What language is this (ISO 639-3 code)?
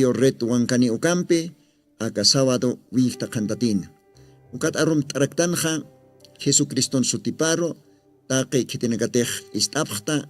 aym